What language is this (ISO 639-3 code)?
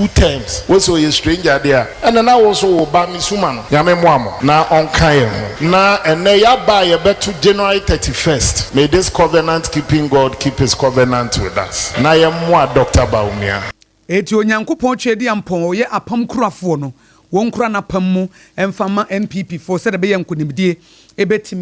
aka